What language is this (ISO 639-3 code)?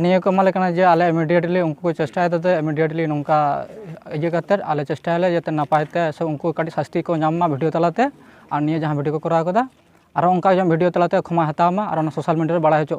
sat